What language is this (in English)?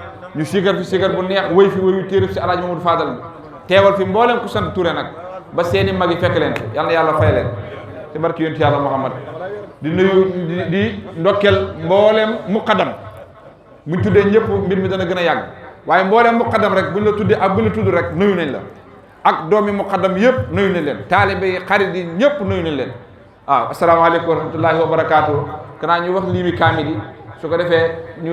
Wolof